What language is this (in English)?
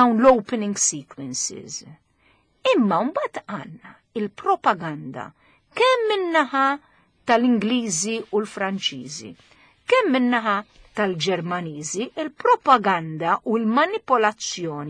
Maltese